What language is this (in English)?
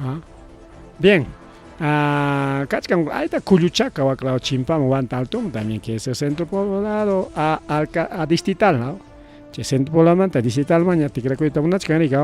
Ayacucho Quechua